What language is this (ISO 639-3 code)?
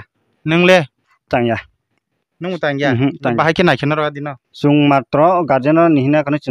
trp